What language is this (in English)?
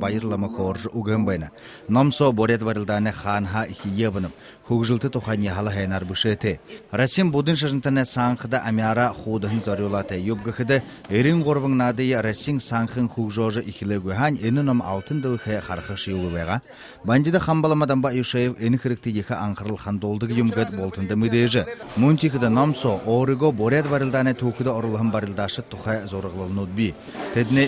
Buriat